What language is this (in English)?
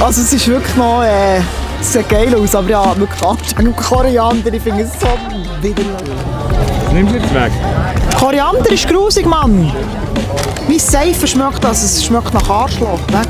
Swiss German